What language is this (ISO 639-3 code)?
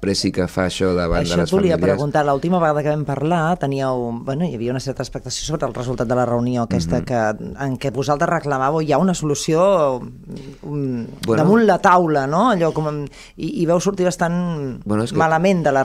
cat